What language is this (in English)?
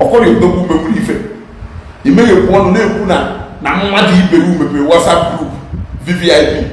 Igbo